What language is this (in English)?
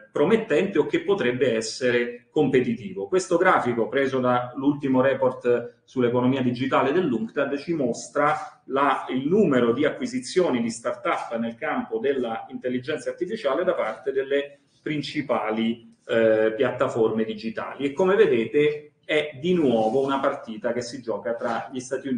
Italian